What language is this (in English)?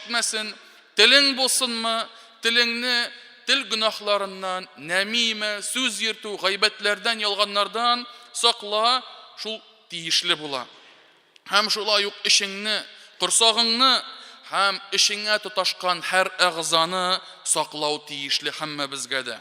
Tatar